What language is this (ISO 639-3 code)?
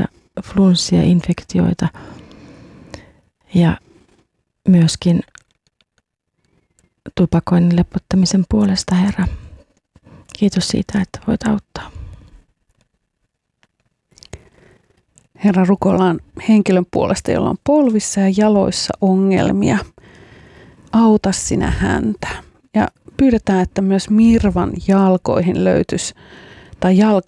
fin